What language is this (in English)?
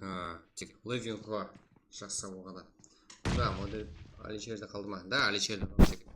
Kara-Kalpak